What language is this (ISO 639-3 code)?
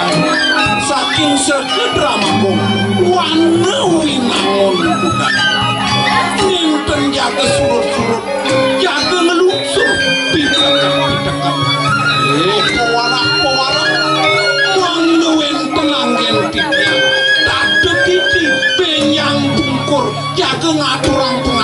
ban